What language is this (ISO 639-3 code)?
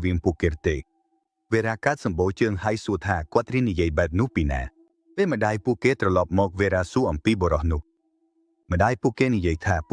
khm